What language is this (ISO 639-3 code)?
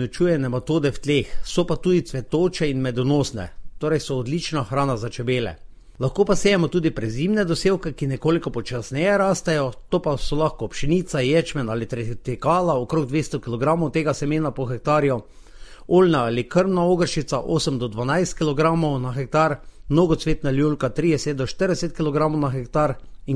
slv